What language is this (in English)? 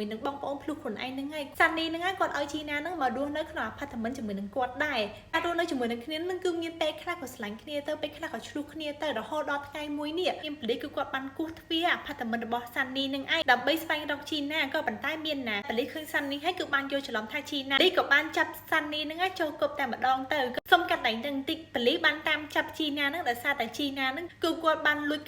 Khmer